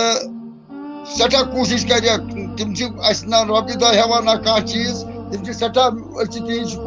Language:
Kashmiri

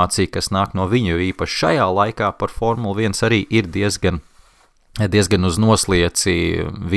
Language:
Latvian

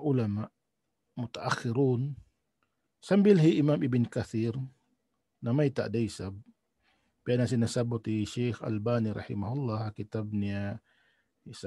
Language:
Tausug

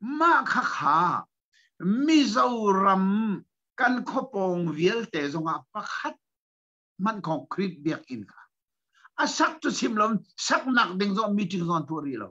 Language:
Hakha Chin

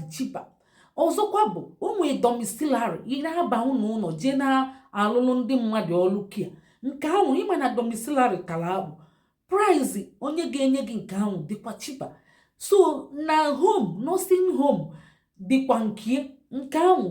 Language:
Igbo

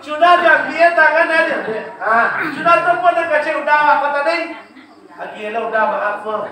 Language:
Minangkabau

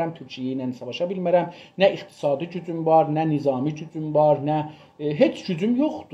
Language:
South Azerbaijani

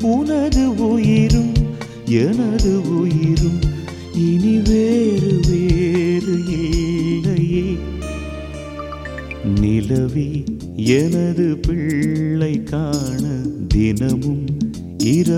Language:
Tamil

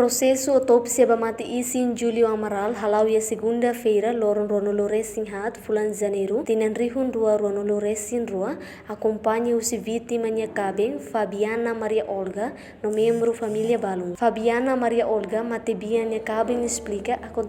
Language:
Tetum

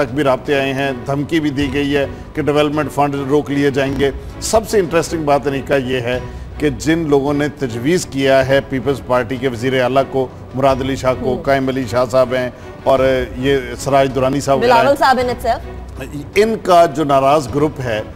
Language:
Urdu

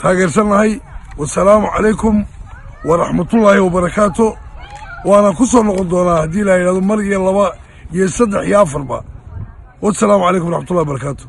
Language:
Somali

